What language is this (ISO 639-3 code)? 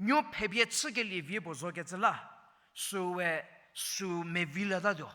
njm